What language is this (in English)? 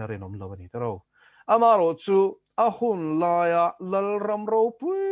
Mizo